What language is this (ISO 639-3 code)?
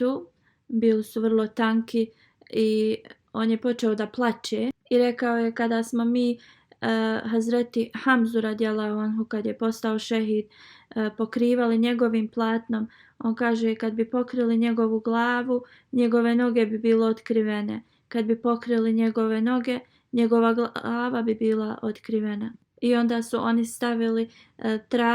bos